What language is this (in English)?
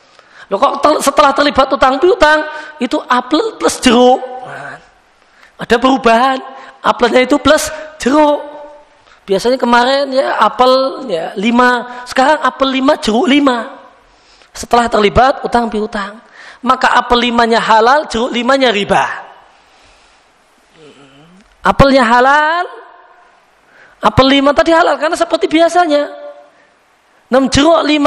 Indonesian